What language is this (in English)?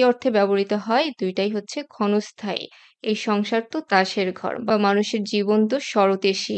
Bangla